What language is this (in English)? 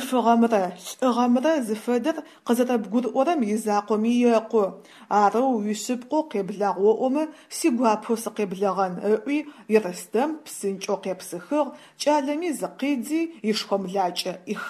Adyghe